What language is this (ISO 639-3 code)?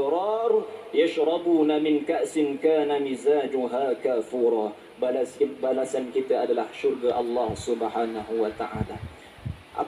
msa